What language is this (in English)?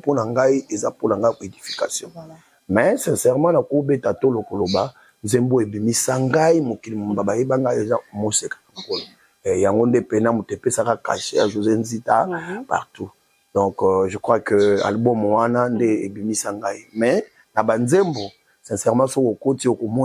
Lingala